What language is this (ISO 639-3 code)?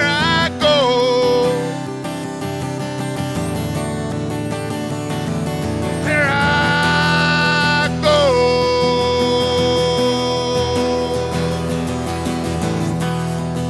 eng